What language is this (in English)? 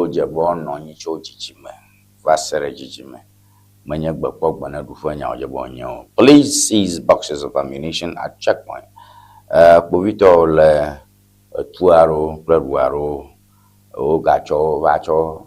Ewe